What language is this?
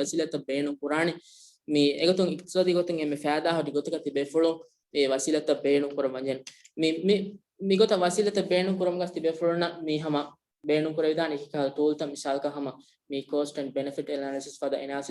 Divehi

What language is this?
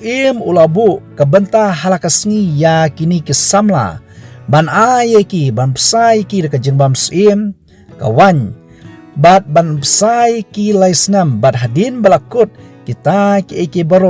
Khasi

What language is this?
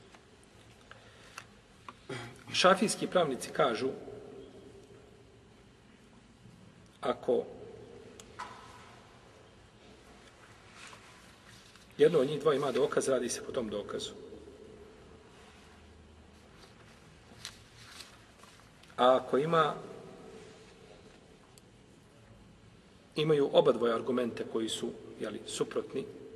Bosnian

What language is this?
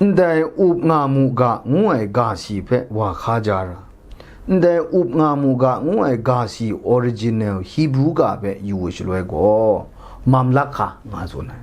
Kachin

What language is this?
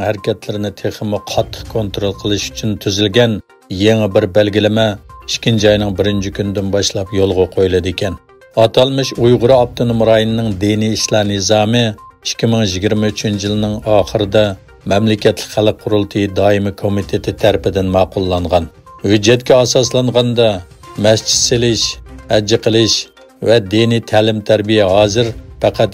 Uyghur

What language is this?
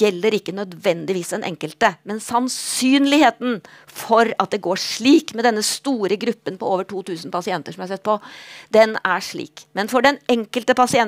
Norwegian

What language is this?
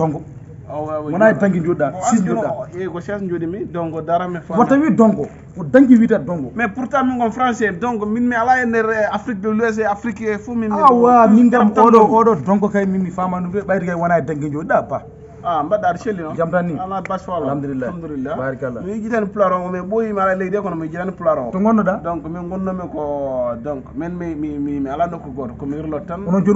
Fula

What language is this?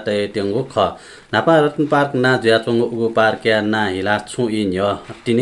Newari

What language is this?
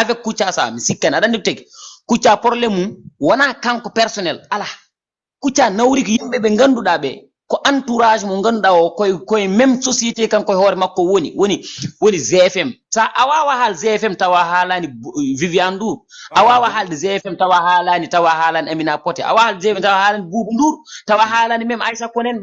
Fula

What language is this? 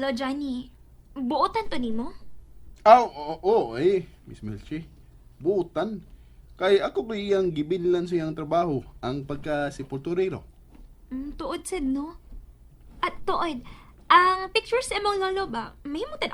Cebuano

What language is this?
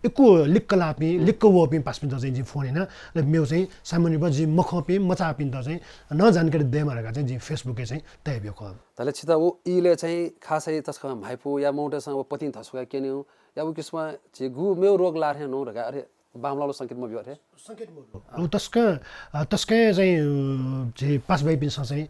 Newari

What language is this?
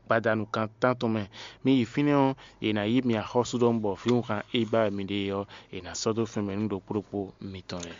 Fon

